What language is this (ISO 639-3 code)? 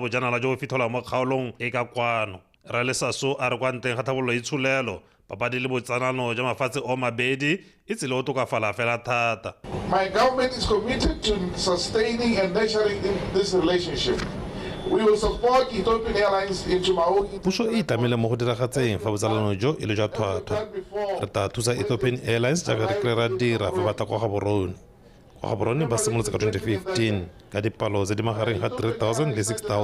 tsn